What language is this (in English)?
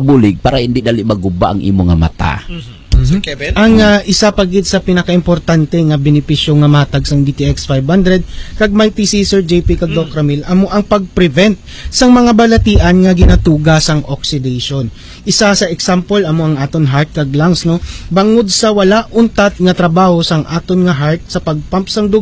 Hiligaynon